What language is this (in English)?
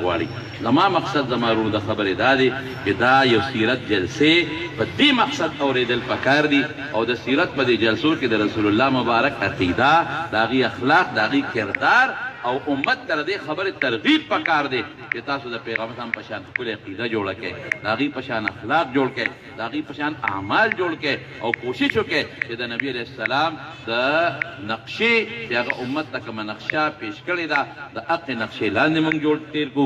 Pashto